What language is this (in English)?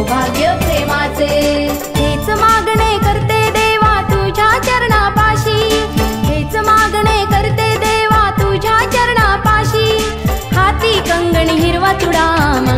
Marathi